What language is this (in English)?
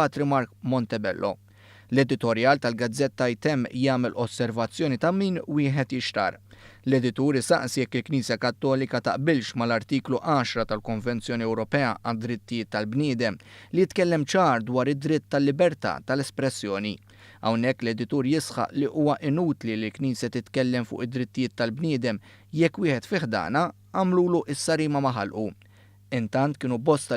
Maltese